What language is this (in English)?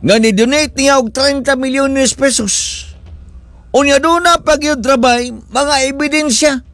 Cebuano